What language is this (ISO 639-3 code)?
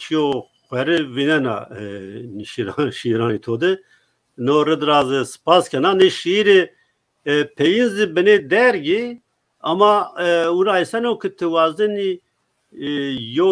zza